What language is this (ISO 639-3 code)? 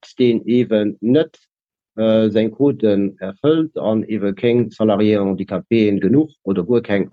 ltz